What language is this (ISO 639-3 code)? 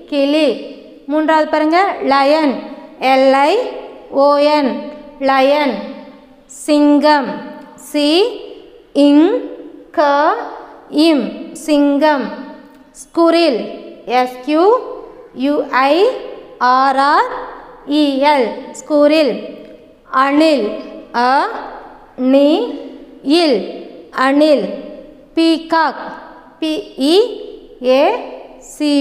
tam